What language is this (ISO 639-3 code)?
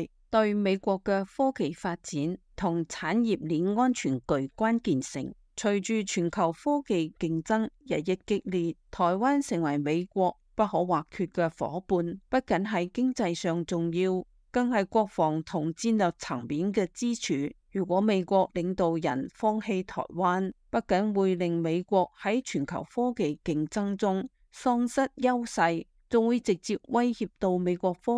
yue